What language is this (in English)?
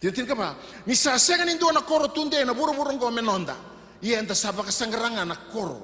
Fijian